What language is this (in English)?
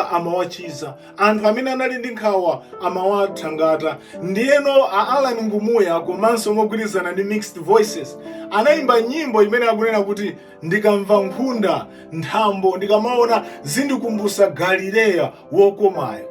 Nyanja